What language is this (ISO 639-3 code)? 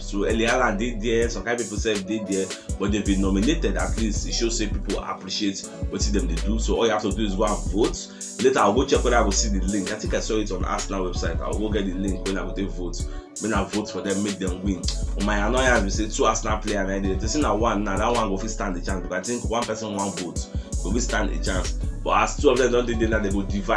pcm